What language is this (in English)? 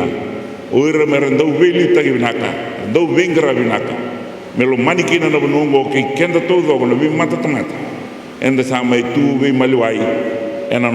Fijian